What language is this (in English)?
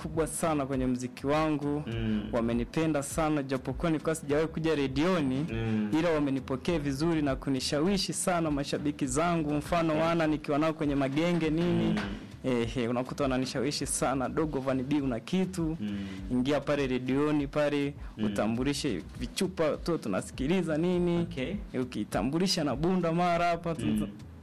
Swahili